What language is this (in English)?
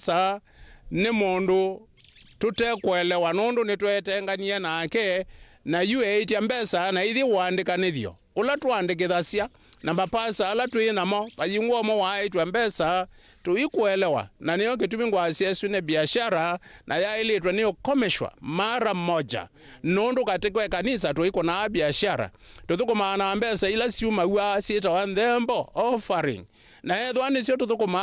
Kamba